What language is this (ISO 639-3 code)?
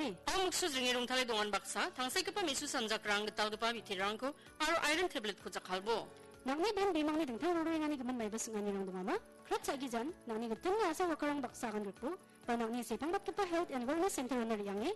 grt